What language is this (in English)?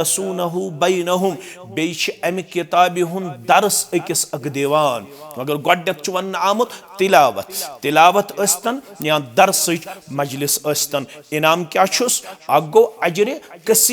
Kashmiri